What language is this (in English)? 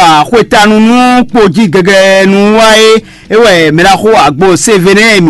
Fon